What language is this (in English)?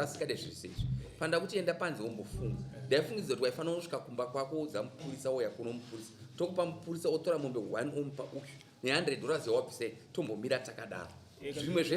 Shona